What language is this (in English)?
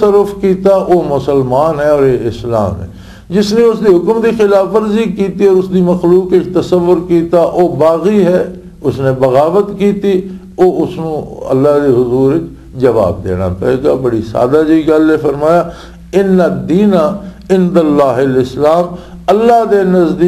Western Panjabi